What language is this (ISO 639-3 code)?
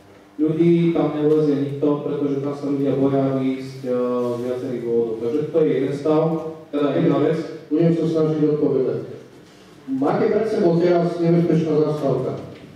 slk